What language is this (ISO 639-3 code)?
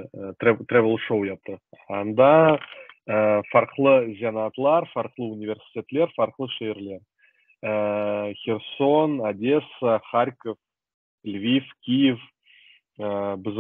crh